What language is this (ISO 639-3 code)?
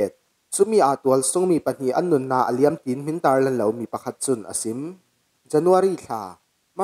cfm